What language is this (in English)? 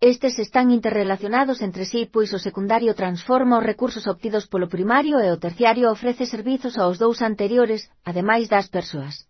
Galician